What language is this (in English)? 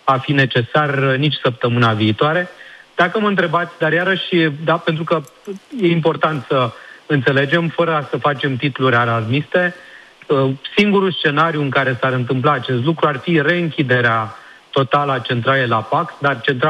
Romanian